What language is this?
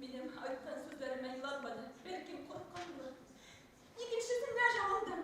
Bashkir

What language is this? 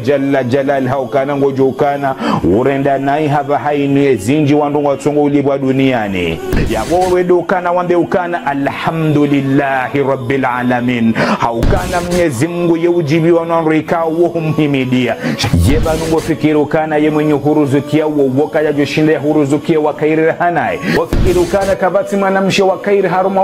Ngazidja Comorian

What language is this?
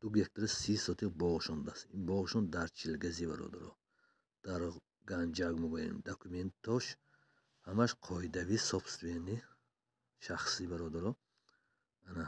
Tajik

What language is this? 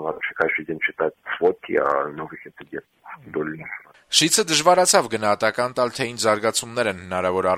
Armenian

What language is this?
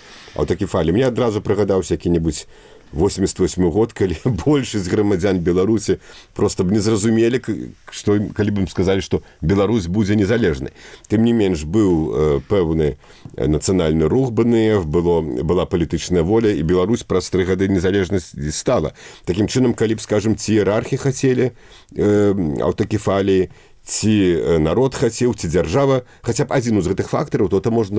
Belarusian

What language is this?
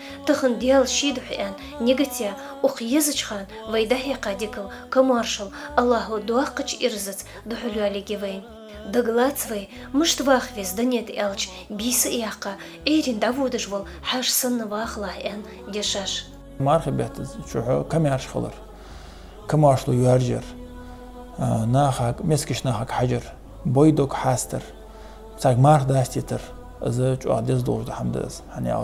Ingush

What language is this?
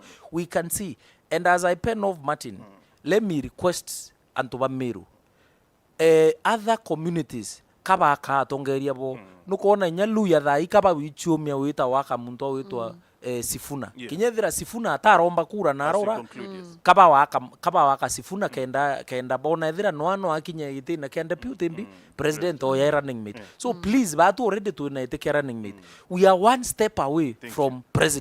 Meru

